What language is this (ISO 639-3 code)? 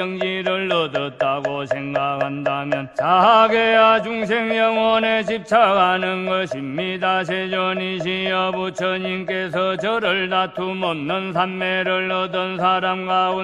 kor